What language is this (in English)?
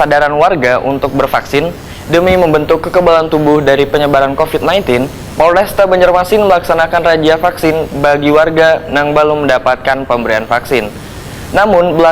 Banjar